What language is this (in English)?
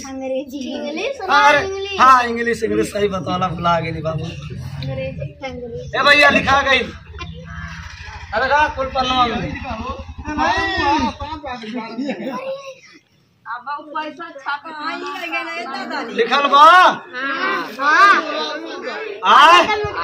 Bhojpuri